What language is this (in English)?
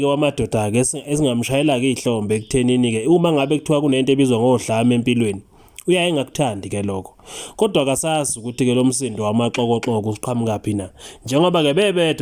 Zulu